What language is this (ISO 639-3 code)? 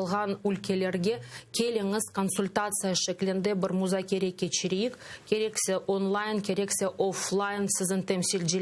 crh